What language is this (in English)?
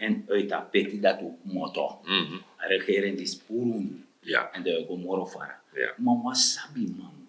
Sranan Tongo